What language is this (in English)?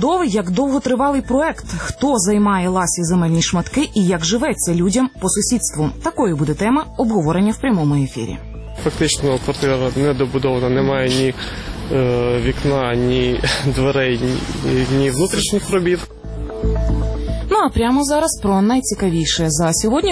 Ukrainian